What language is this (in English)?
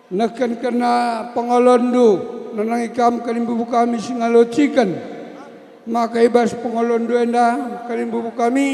Batak Karo